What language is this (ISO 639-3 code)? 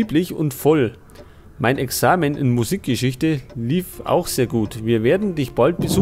bar